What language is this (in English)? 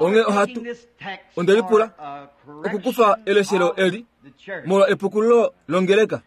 Kuanyama